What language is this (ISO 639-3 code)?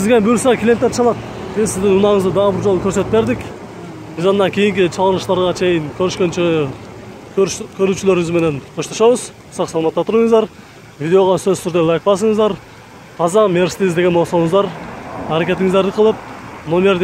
kir